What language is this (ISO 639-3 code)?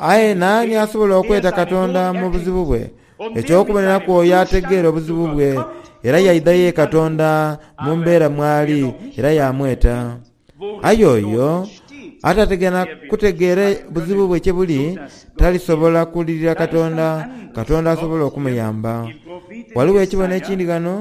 xog